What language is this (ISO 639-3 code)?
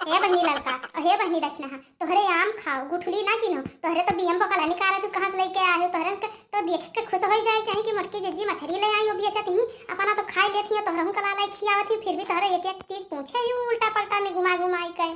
awa